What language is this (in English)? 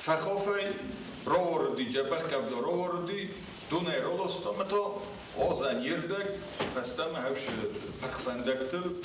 Ossetic